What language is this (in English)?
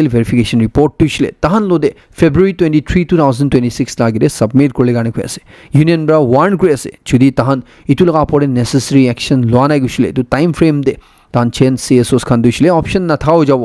Naga Pidgin